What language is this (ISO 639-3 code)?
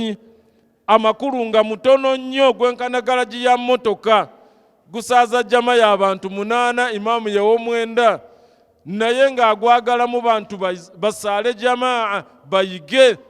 lug